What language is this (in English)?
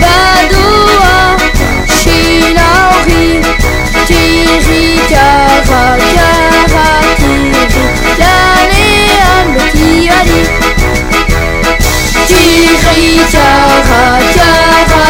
Basque